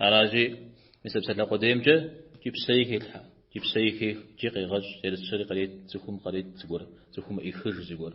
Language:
Kabardian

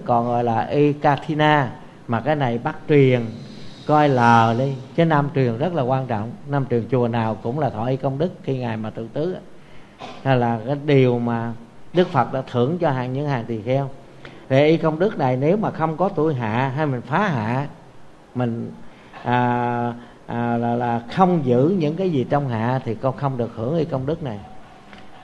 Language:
Vietnamese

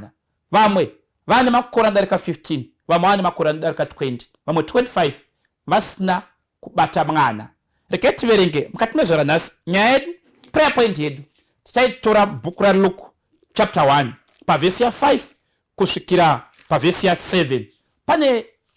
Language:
Shona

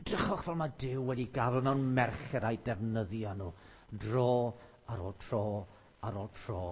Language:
Welsh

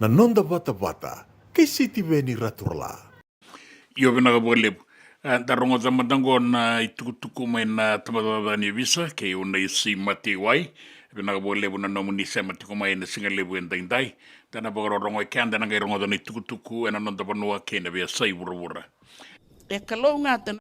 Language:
Fijian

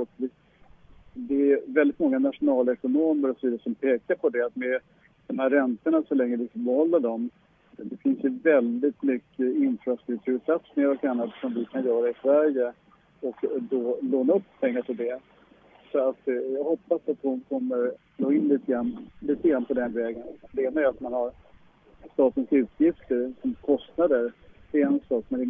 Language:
Swedish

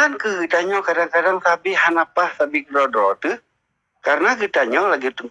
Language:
Achinese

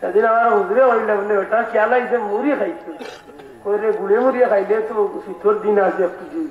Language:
Sylheti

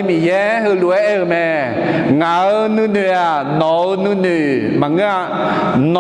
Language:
Akha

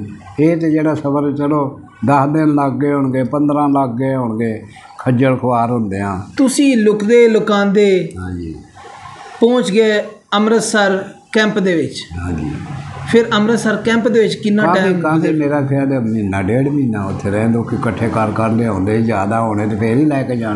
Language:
Punjabi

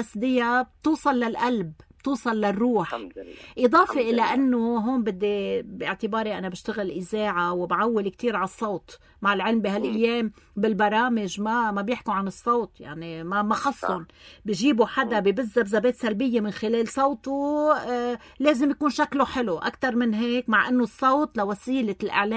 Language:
North Levantine Arabic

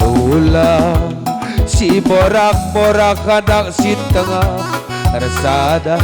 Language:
Batak Karo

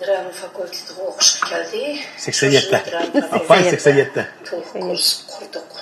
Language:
Uyghur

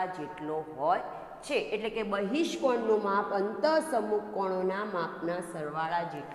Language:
Gujarati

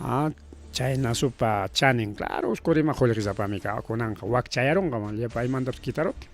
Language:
Ayacucho Quechua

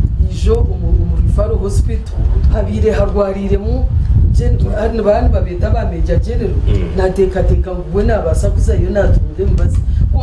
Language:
Nyankole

